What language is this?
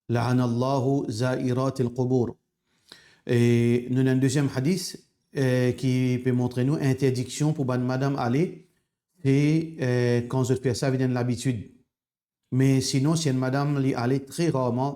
Morisyen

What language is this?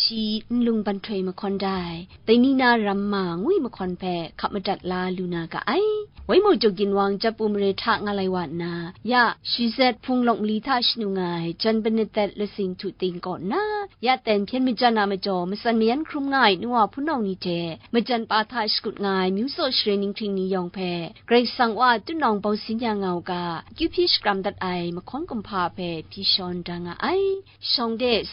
Kachin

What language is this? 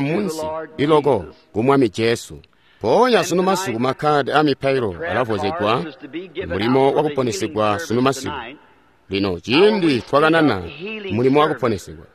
Tonga (Zambia)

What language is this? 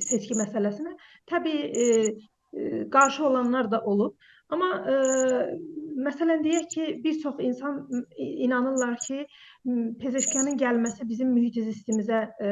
South Azerbaijani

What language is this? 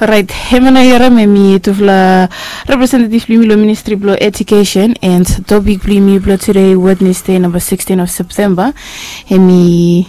Bislama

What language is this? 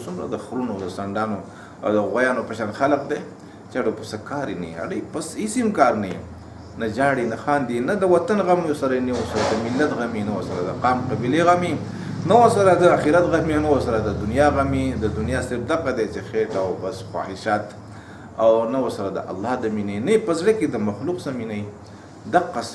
Pashto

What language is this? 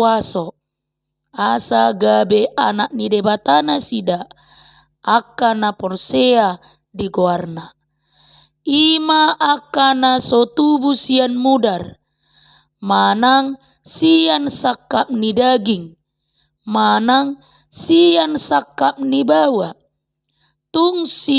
Batak Toba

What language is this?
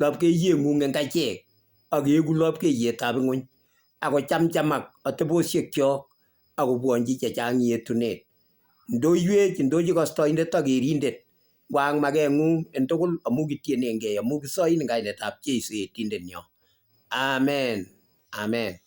Kalenjin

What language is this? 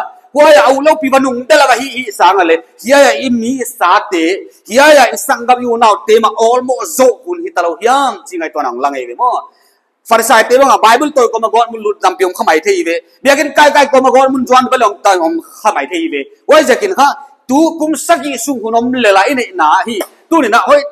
Paite Chin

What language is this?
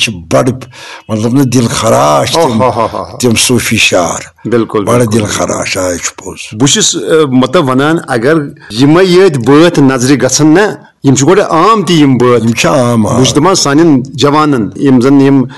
Kashmiri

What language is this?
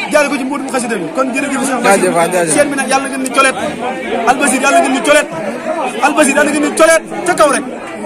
Wolof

